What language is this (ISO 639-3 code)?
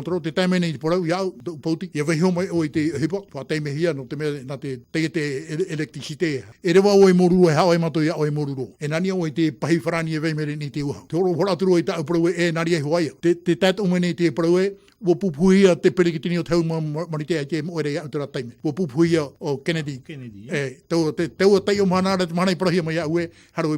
tah